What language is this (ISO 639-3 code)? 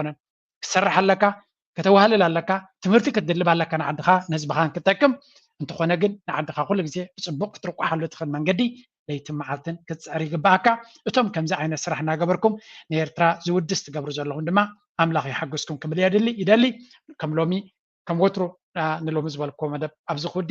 tir